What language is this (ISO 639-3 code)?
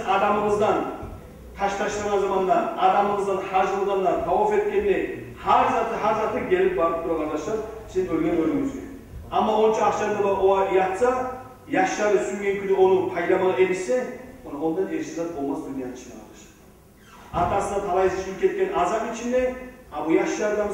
kum